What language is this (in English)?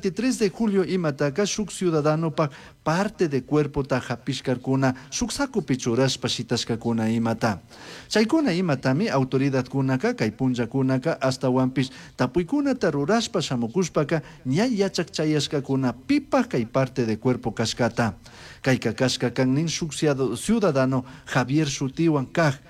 Chimborazo Highland Quichua